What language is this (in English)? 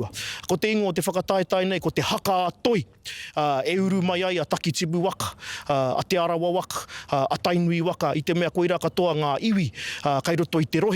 Māori